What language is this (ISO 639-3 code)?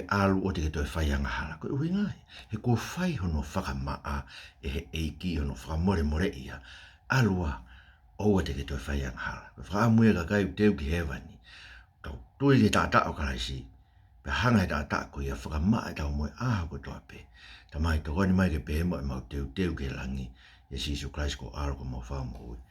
ton